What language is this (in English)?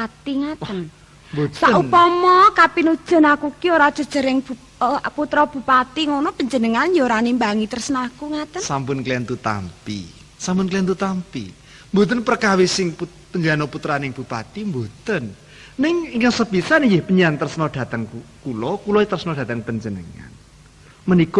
Javanese